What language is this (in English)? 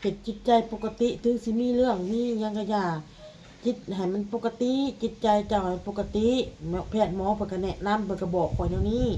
Lao